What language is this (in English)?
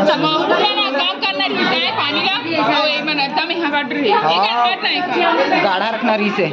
Chhattisgarhi